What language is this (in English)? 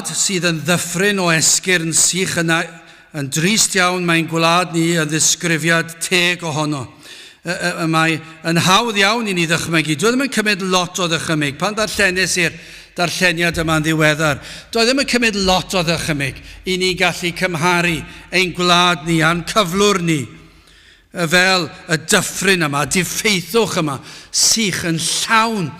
Welsh